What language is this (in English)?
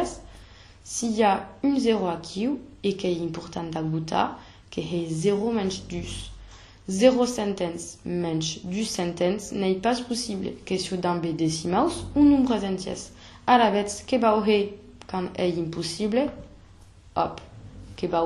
Occitan